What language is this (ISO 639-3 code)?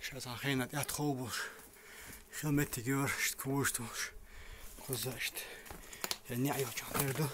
che